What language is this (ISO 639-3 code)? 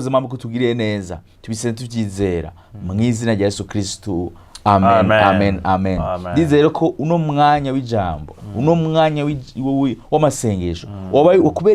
run